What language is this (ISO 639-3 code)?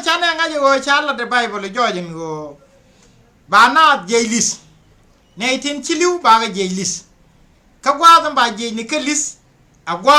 nus